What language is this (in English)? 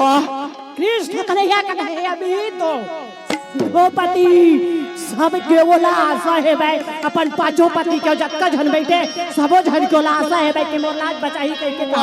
Chhattisgarhi